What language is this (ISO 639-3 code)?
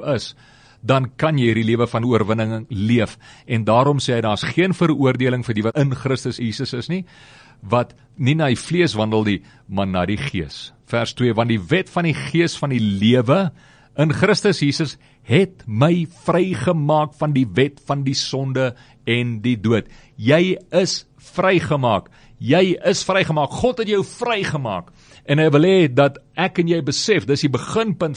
afr